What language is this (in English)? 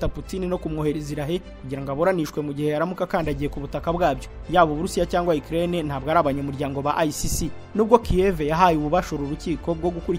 Kinyarwanda